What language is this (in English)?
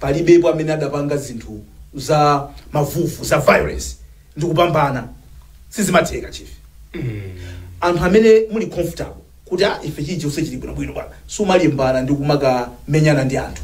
Nyanja